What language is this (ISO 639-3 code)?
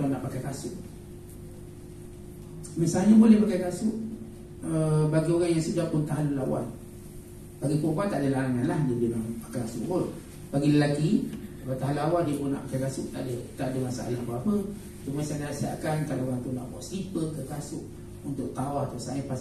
msa